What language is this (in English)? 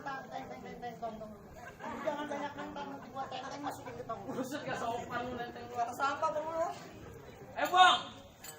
Betawi